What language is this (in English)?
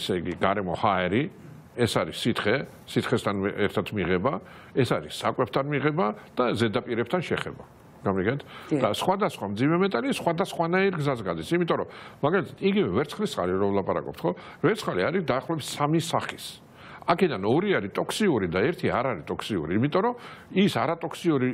Georgian